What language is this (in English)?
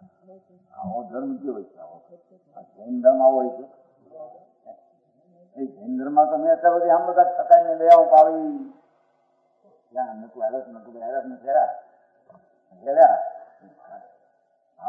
Gujarati